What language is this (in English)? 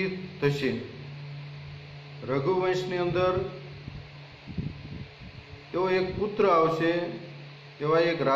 Gujarati